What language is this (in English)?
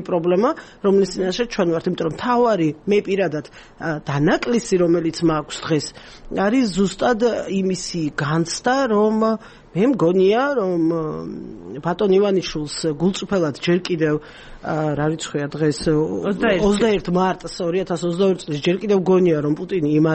Georgian